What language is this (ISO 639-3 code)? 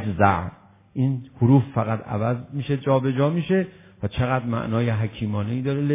fas